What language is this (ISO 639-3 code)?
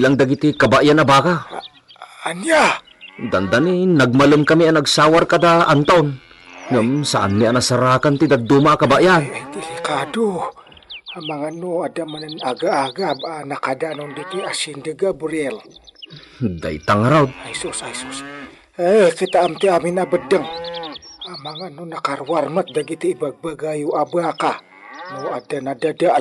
ilo